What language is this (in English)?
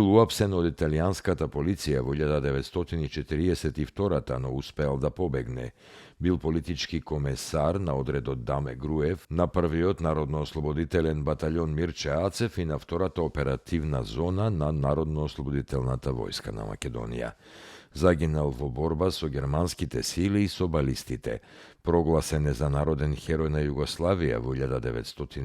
Macedonian